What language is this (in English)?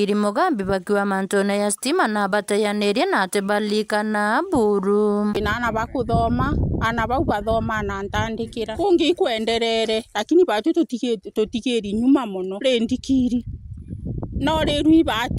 Meru